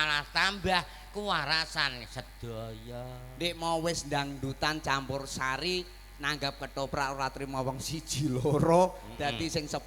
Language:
Javanese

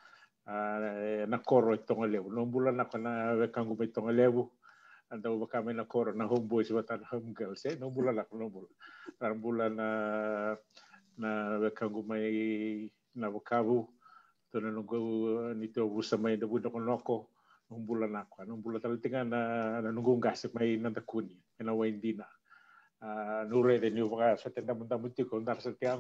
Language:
Fijian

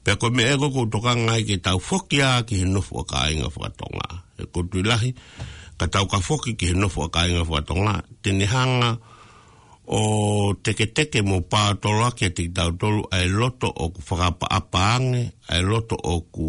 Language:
Tongan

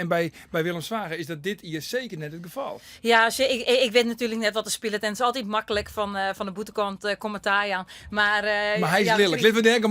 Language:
Western Frisian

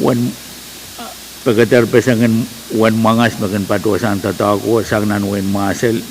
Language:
Pohnpeian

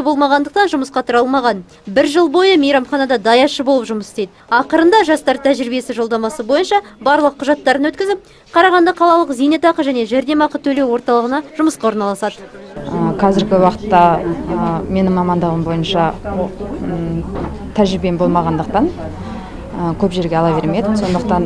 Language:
Kazakh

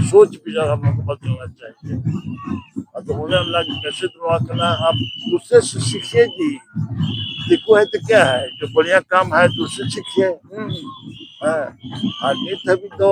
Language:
Santali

